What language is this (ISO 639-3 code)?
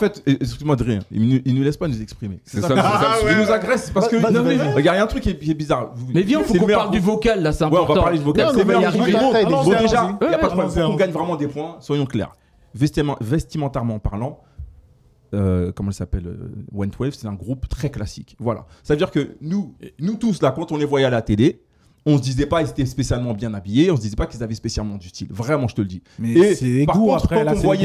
fra